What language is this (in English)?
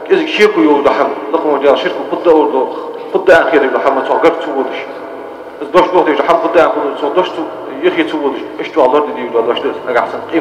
Ingush